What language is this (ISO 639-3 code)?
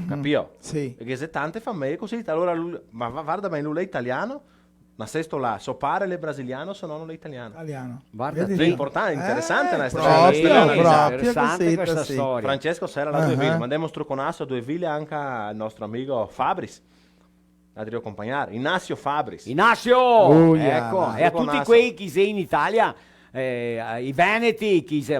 vec